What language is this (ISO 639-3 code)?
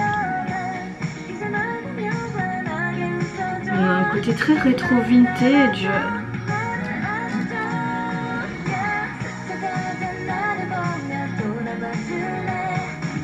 fra